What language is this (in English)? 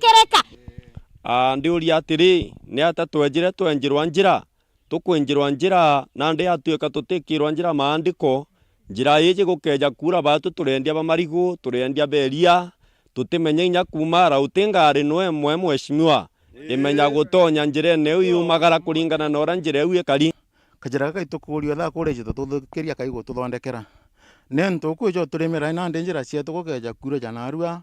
Meru